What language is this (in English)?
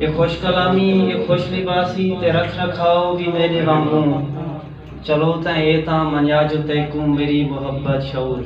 Saraiki